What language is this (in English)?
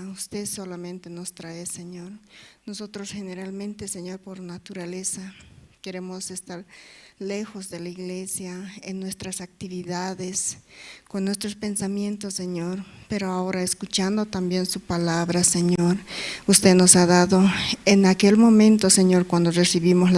South Bolivian Quechua